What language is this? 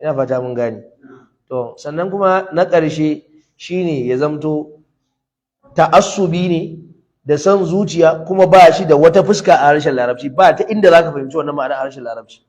Hausa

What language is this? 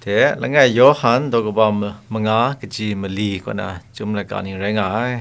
Kachin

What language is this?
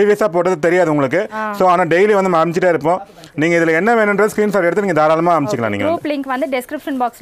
Tamil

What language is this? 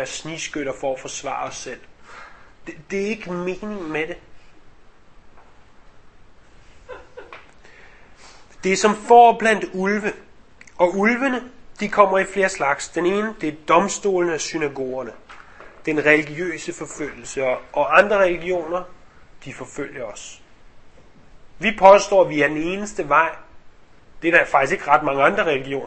Danish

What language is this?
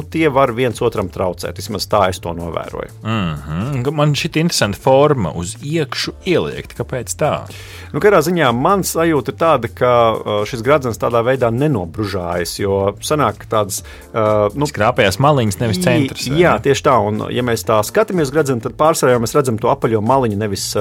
Latvian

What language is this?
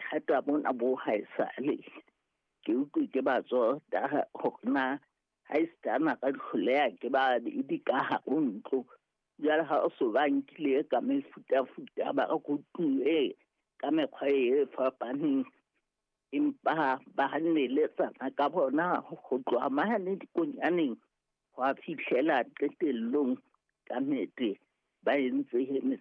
Southern Sotho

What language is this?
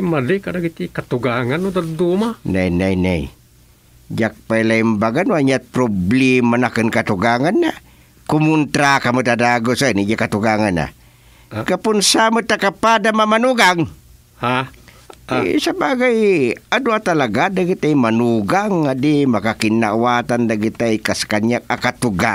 Iloko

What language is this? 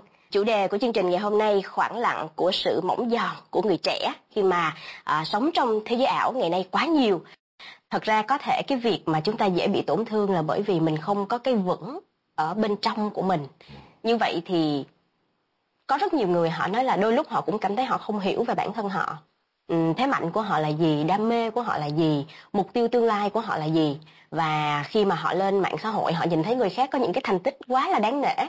Vietnamese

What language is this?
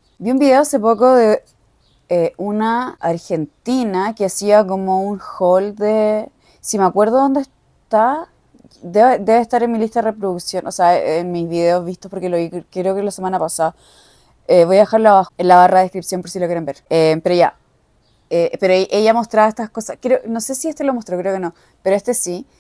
Spanish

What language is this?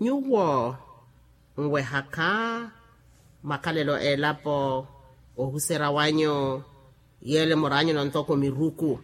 Makhuwa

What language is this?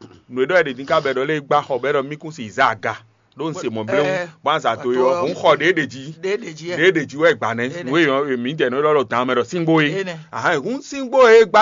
Fon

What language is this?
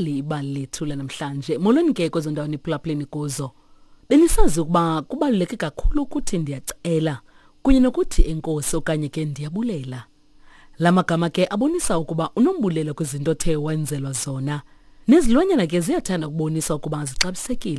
Xhosa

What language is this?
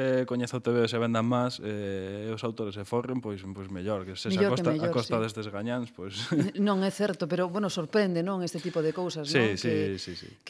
Galician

